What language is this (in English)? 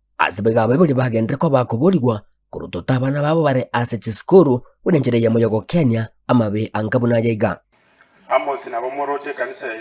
Gusii